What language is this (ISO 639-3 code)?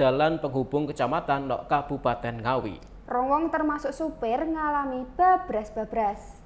jav